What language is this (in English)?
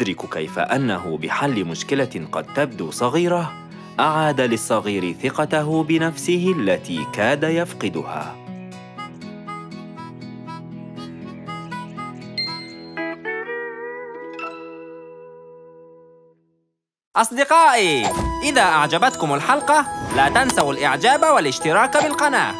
Arabic